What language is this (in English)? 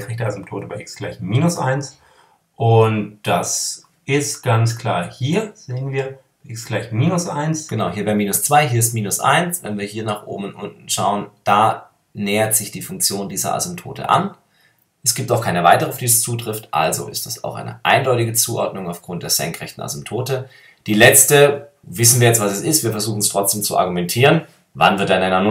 German